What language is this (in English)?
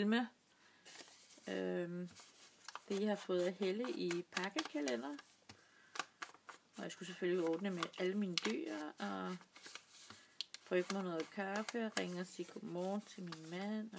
Danish